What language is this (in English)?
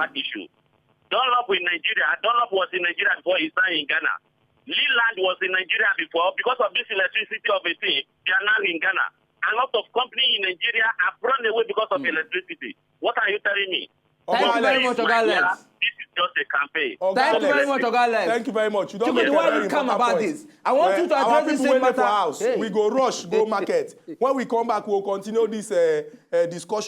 Nigerian Pidgin